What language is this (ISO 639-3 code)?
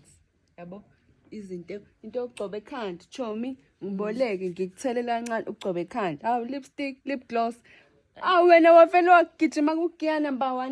zul